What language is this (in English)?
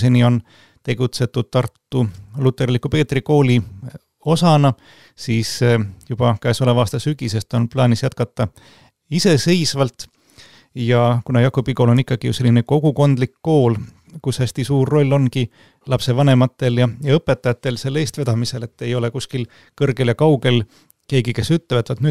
Estonian